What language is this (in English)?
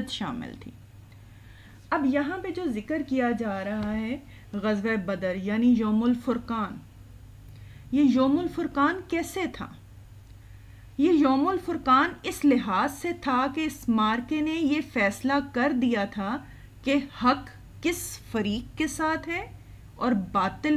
Urdu